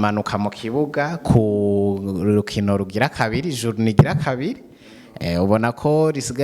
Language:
Rundi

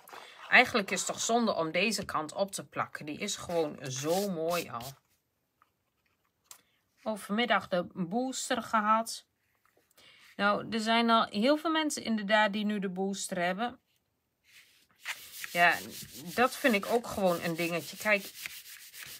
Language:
Dutch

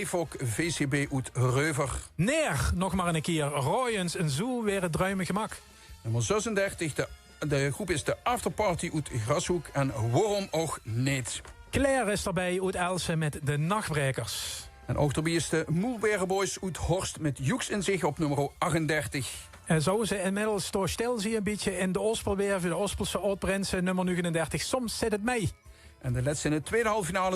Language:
Limburgish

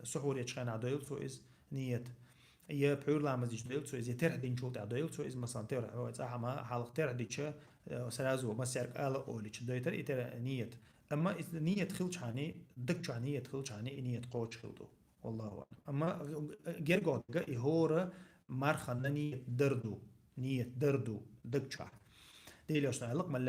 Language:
Chechen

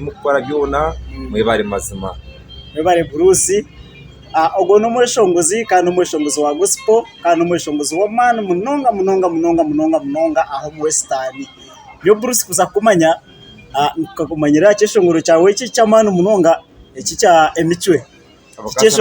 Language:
Nyankole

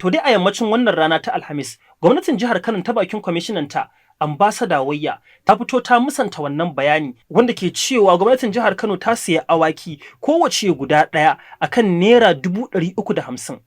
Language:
Hausa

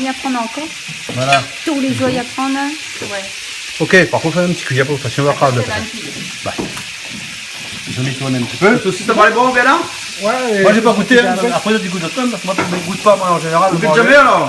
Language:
Réunion Creole French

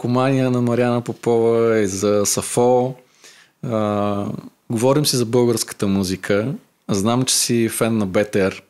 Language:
Bulgarian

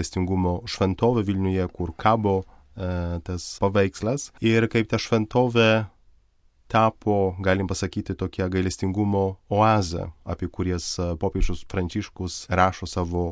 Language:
Lithuanian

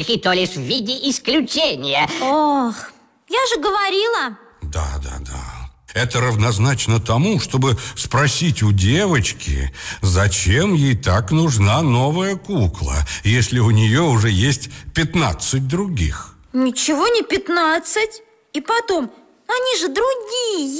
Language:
Russian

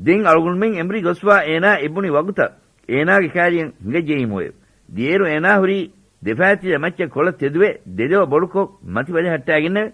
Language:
Divehi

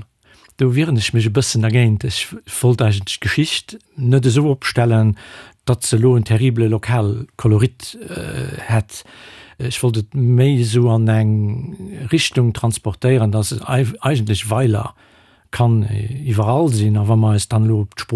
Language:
Luxembourgish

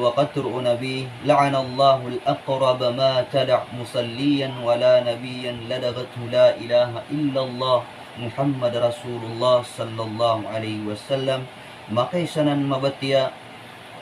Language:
Maranao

